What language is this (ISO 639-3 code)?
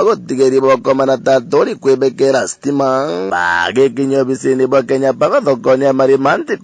mer